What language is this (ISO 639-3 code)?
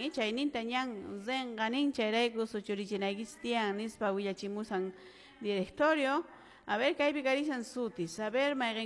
que